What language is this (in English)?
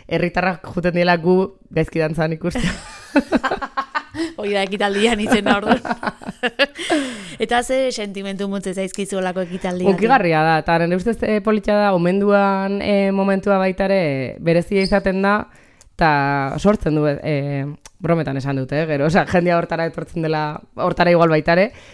Basque